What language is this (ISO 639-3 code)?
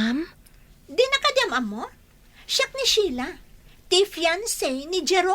ilo